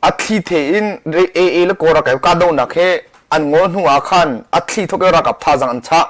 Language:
Hakha Chin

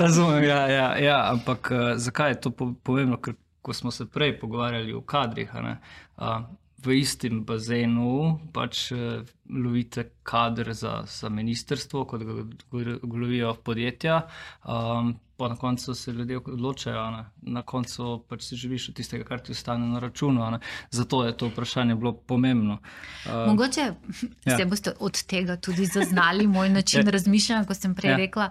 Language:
Slovenian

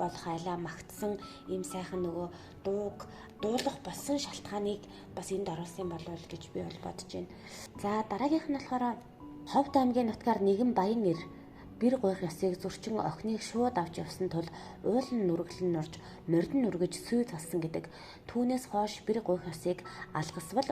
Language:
Mongolian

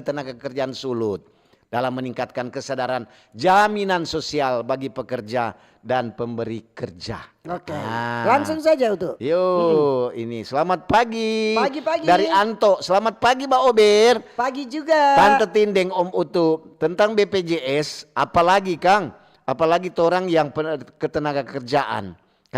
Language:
Manado Malay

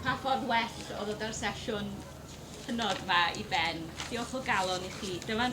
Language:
Welsh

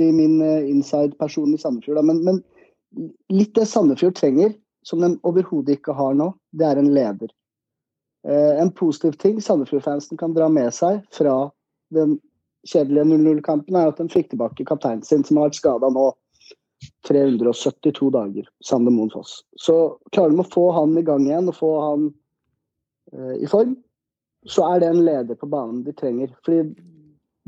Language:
Norwegian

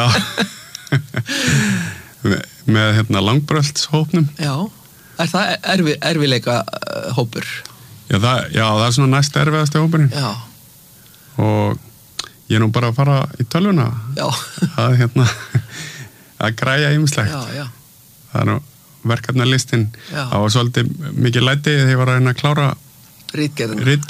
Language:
Icelandic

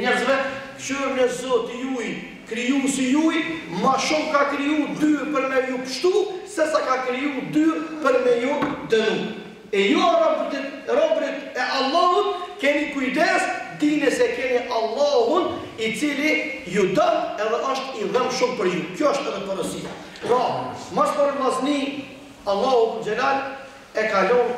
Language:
Albanian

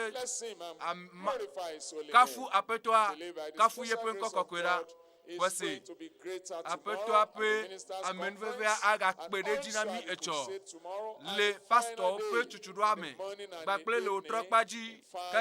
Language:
Ewe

